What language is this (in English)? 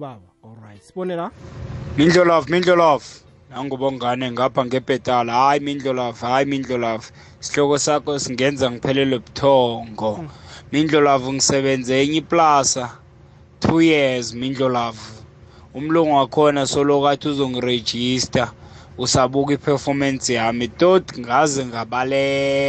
South Ndebele